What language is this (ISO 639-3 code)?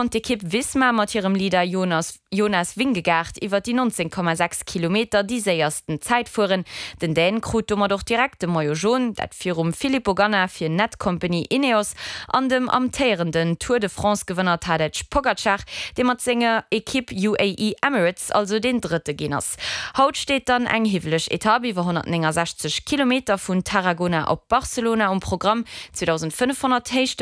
ltz